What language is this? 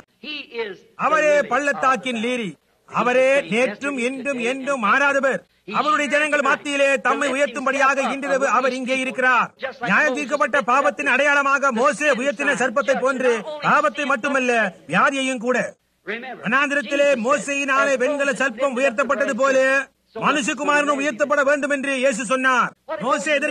Tamil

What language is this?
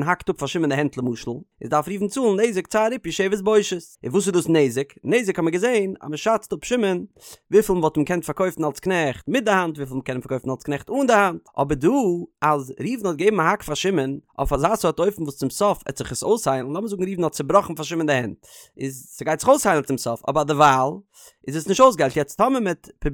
Yiddish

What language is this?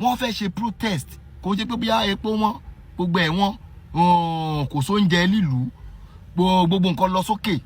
Yoruba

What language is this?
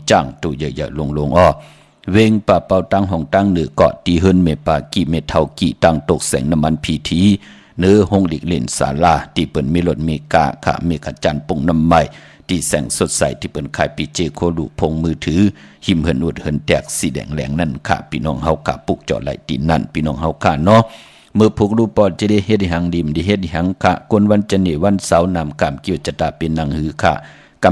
Shan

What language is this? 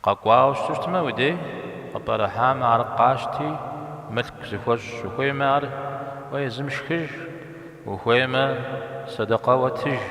Kabardian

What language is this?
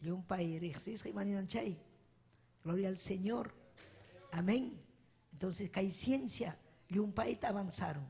Ayacucho Quechua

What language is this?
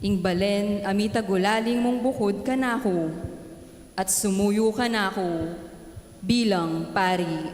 Pampanga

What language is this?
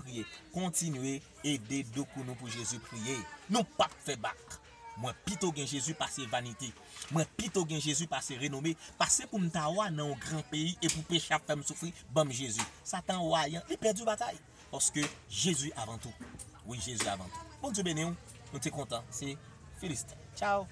Haitian Creole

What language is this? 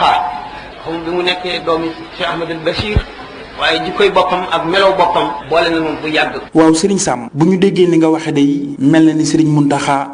Wolof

